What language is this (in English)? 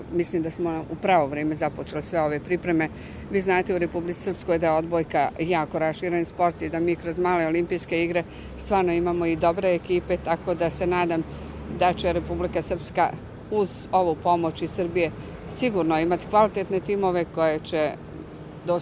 Serbian